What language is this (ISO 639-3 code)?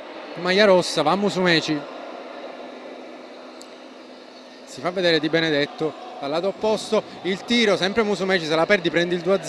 ita